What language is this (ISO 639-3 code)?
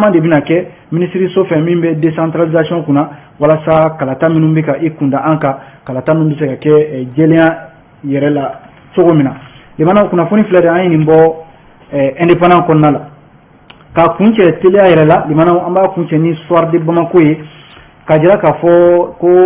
bam